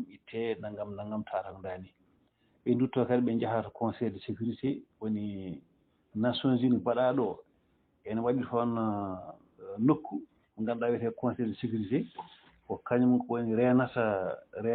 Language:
Fula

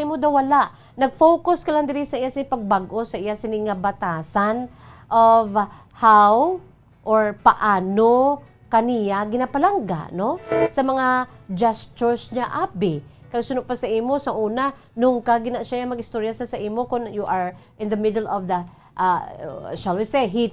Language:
Hiligaynon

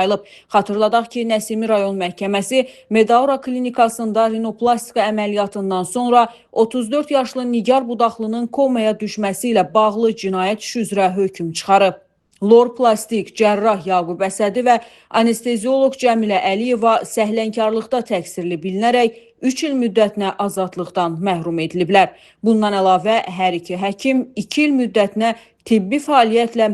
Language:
Azerbaijani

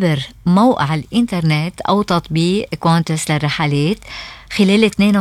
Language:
Arabic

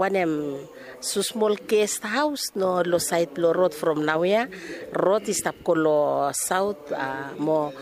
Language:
Bislama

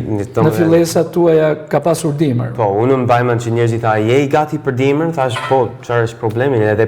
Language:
Albanian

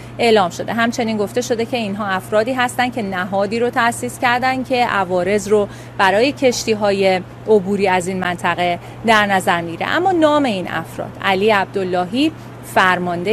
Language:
Persian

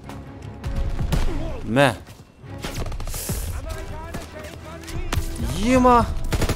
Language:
Kazakh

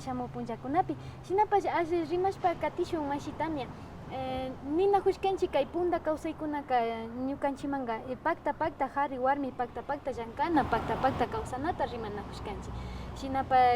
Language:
Imbabura Highland Quichua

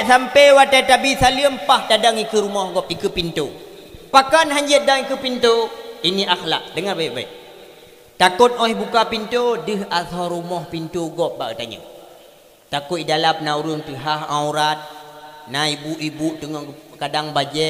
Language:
Achinese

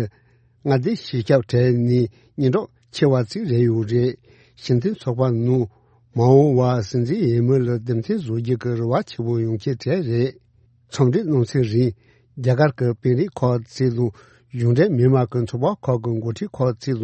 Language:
Tibetan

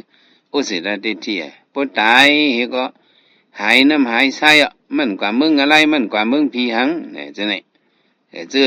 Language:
Shan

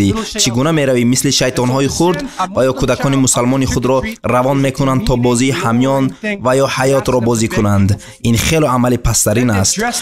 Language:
Tajik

